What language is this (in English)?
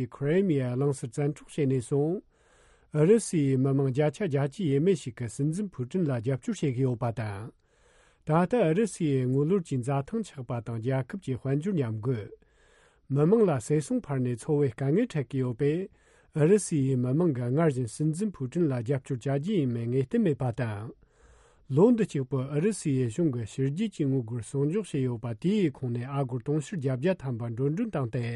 Tibetan